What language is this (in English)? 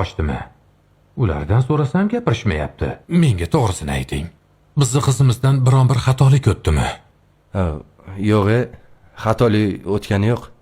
Uzbek